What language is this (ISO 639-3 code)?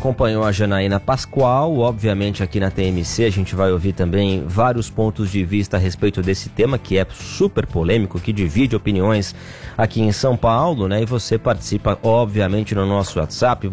por